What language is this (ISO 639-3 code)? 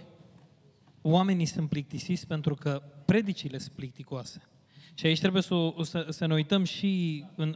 ron